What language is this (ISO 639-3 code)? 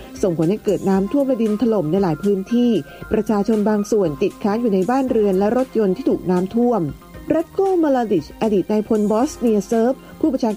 tha